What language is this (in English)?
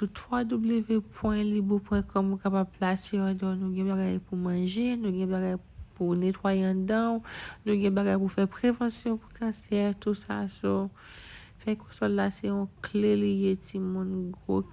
Haitian Creole